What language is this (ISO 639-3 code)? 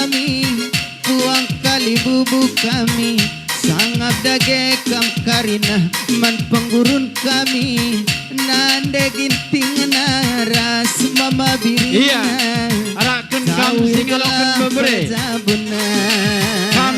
btx